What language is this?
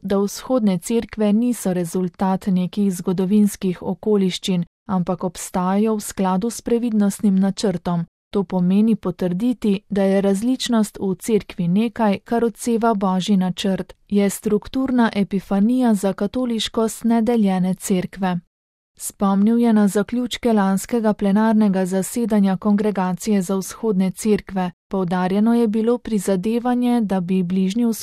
Slovenian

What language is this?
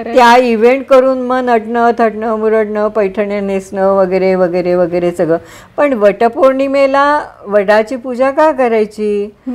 Marathi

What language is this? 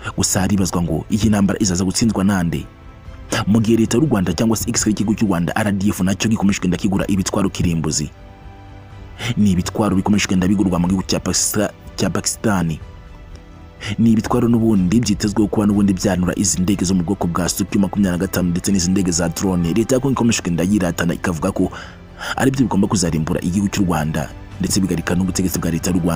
Kinyarwanda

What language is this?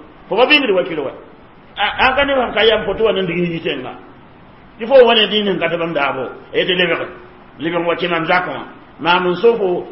Mossi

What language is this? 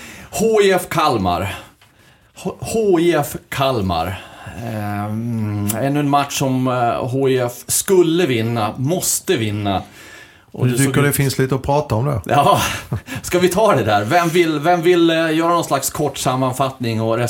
Swedish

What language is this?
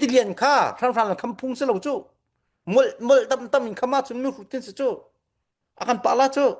Falam Chin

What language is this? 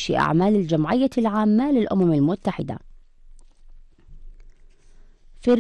Arabic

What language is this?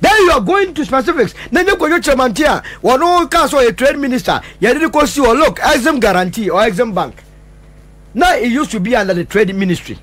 Akan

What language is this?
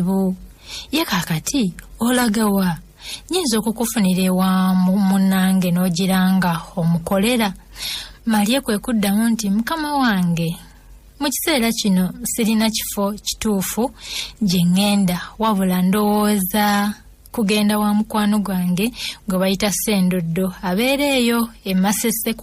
Ganda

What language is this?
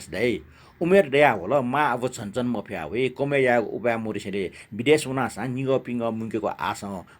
Newari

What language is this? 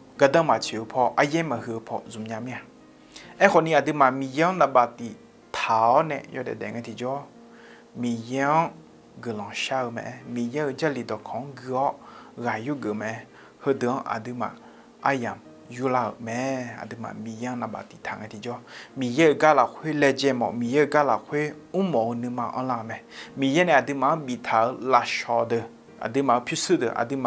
Akha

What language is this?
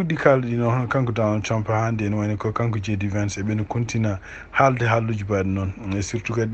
Fula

